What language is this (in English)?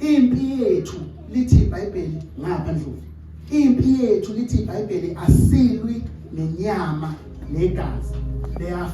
Zulu